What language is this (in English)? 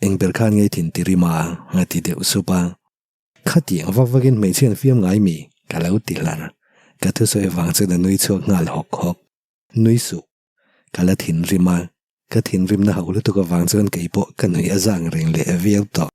Mizo